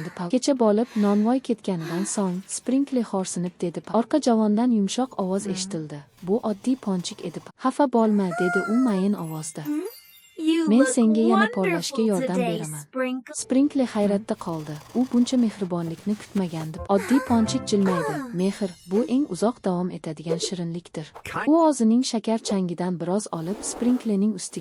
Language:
Uzbek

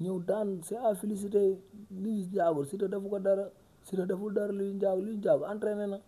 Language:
Wolof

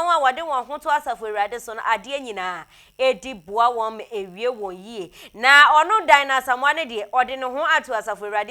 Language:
Akan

